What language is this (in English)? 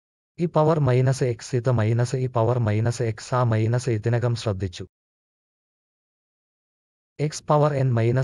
Malayalam